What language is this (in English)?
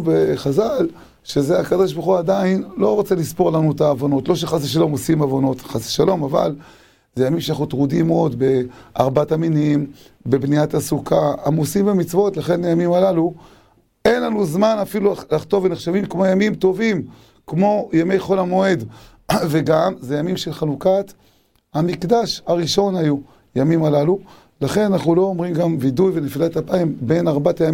Hebrew